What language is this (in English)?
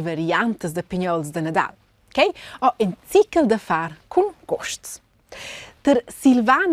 Romansh